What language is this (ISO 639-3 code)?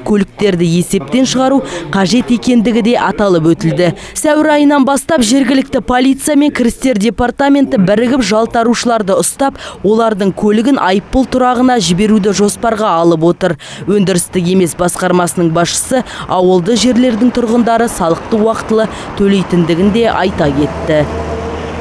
kaz